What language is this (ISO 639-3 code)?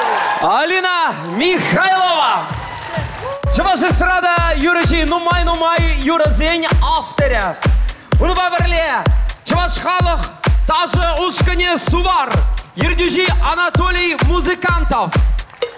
chv